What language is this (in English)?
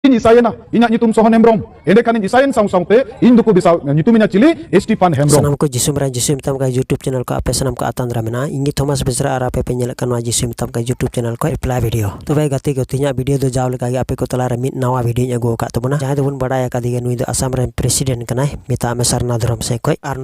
Santali